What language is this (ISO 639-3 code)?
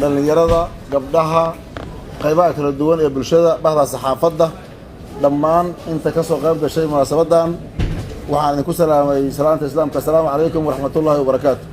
som